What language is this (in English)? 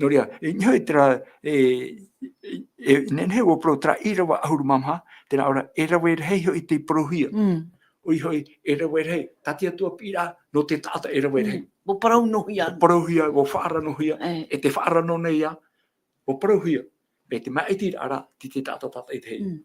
Tahitian